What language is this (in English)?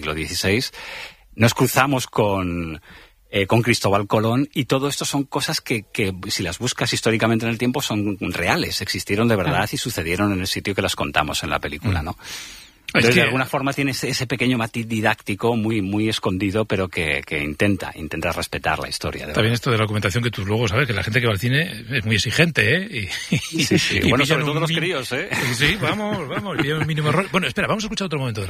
Spanish